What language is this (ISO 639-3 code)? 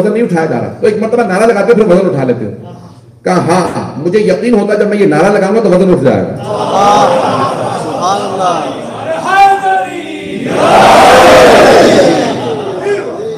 urd